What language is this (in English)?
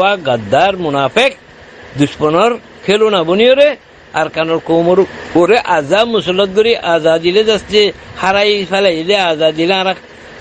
Rohingya